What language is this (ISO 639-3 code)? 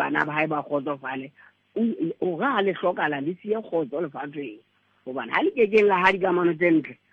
sot